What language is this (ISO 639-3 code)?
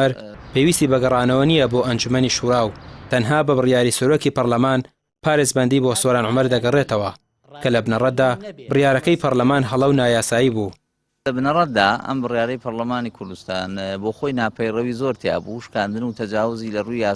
ckb